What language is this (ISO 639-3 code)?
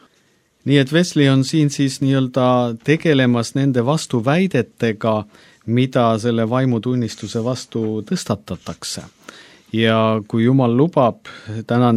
est